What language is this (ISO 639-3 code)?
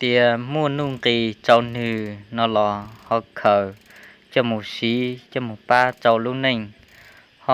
hmn